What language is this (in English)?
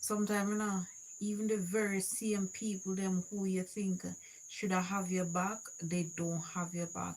Jamaican Creole English